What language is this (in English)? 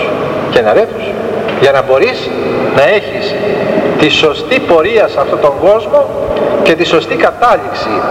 Greek